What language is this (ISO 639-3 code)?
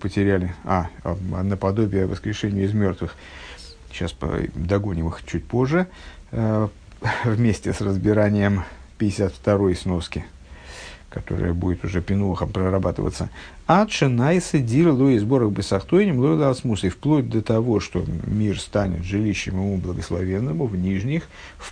rus